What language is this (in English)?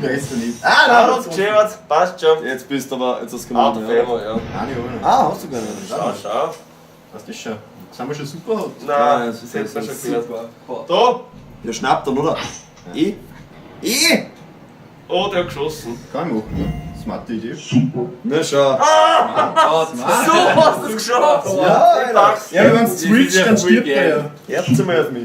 Bavarian